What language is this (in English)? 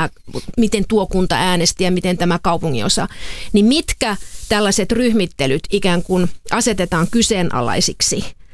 Finnish